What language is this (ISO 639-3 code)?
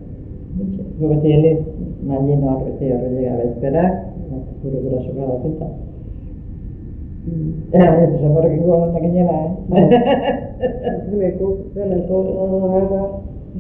eus